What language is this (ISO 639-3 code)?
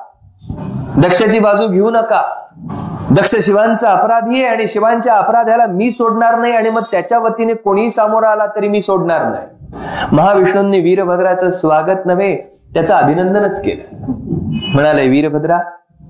mar